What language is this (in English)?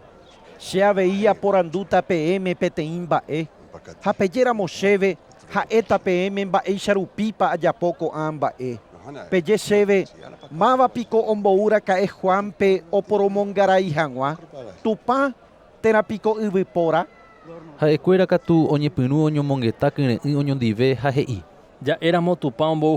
Guarani